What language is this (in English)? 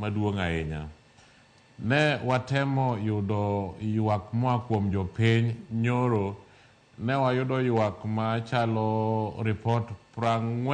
Luo (Kenya and Tanzania)